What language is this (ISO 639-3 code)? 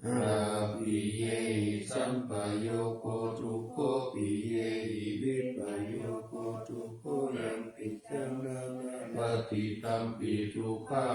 pli